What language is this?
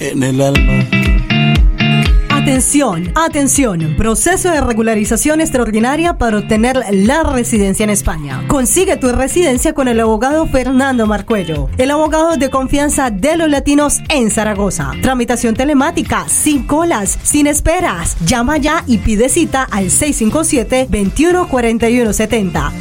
Spanish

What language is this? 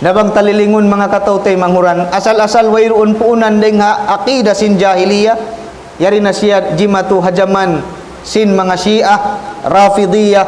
Tausug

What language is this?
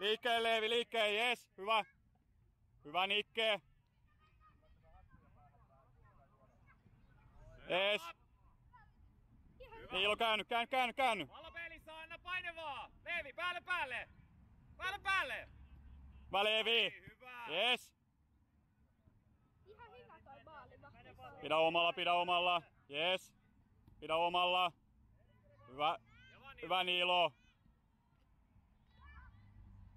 Finnish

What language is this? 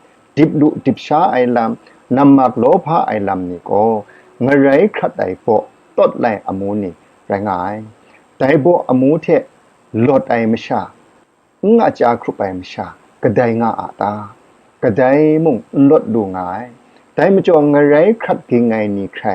Kachin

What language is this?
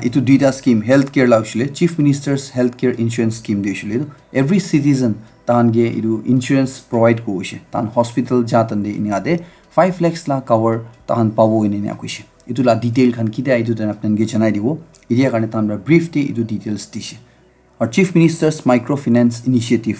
Naga Pidgin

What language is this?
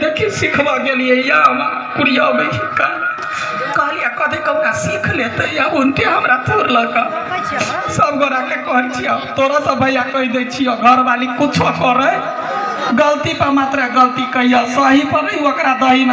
Maithili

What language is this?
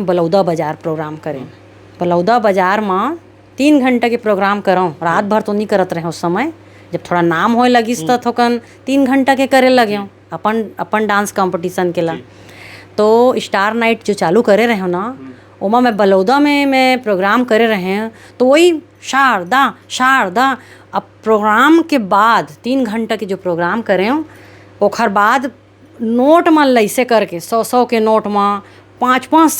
Chhattisgarhi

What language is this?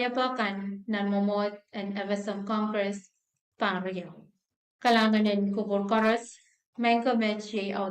Pohnpeian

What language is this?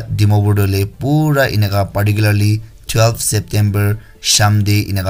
Naga Pidgin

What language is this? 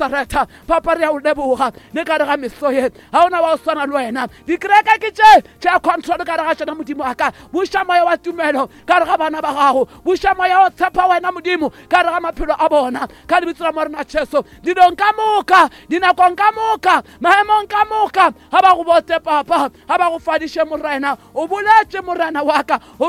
Northern Sotho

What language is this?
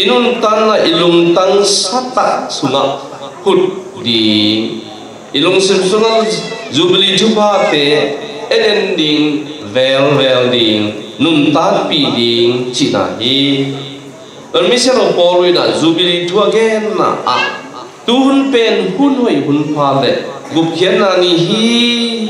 Tedim Chin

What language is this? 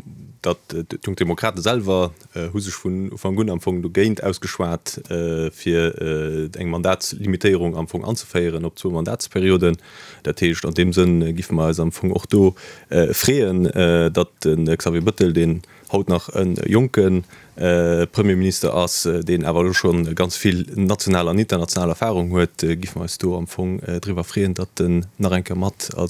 Luxembourgish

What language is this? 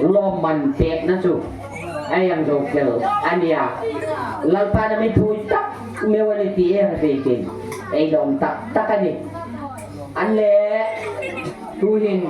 Hmar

